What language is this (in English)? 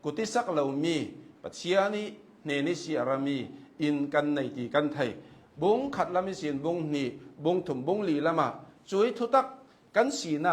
Hakha Chin